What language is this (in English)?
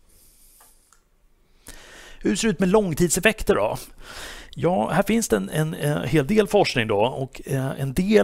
Swedish